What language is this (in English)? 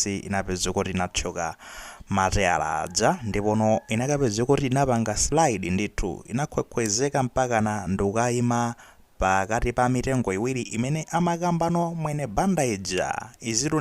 Nyanja